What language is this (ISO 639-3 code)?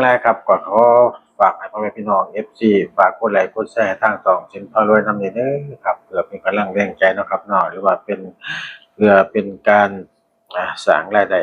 tts